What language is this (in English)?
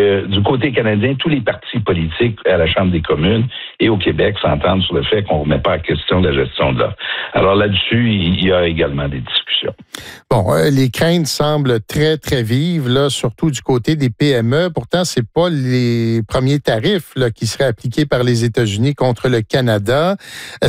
French